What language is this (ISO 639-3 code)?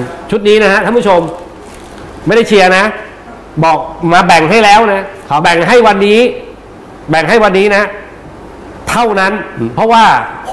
tha